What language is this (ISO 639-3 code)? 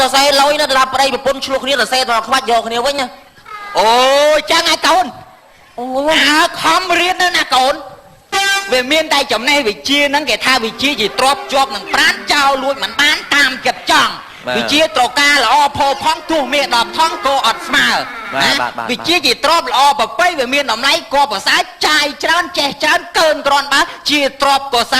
khm